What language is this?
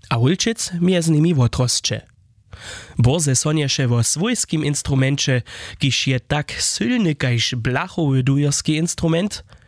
Upper Sorbian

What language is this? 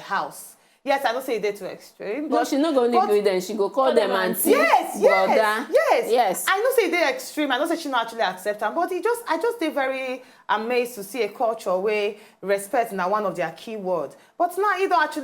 Nigerian Pidgin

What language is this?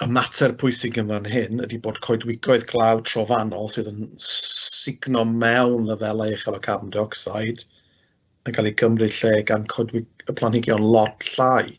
Welsh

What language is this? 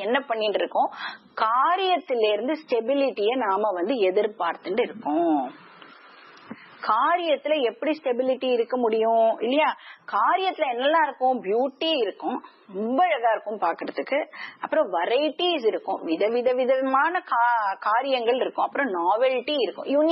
Tamil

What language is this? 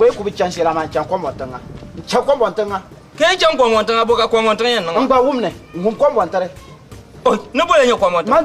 Dagbani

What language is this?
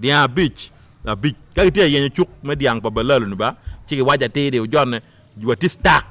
Acoli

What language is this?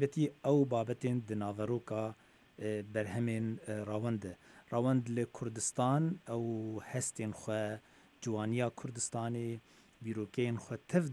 Central Kurdish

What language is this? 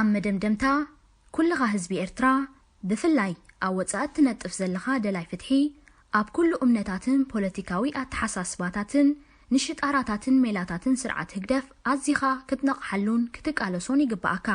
Tigrinya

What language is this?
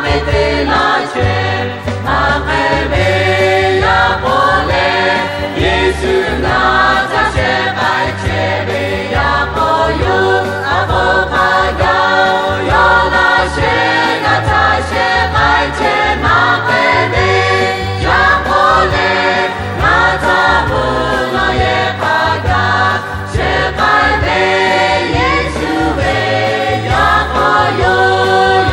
Lahu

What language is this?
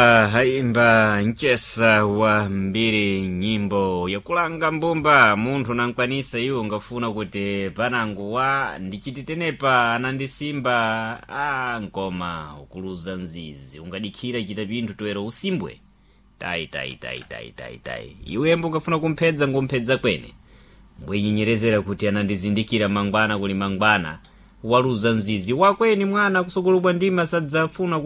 Sena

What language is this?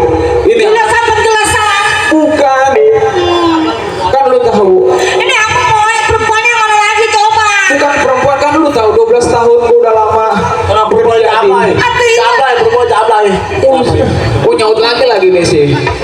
Betawi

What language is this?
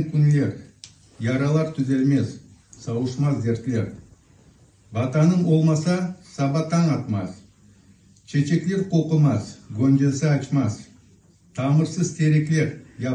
Crimean Tatar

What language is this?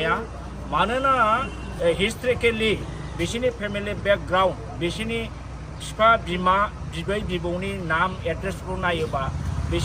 Bodo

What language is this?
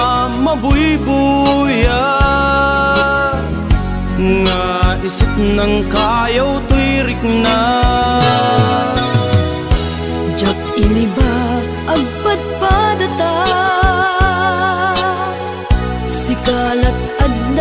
Iloko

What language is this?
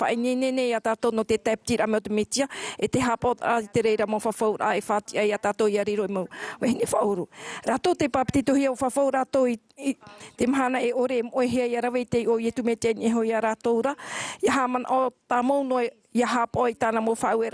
Tahitian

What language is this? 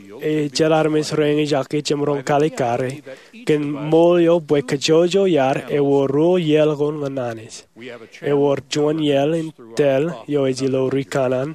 Marshallese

